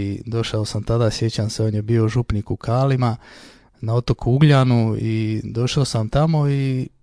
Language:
Croatian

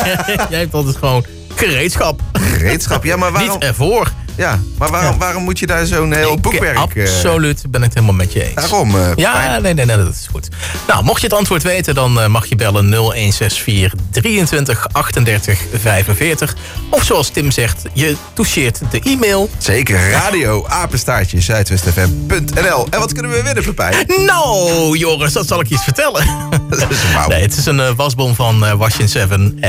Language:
Dutch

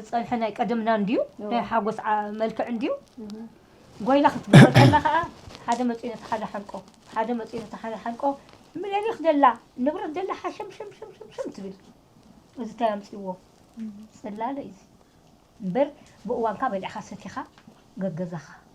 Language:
Tigrinya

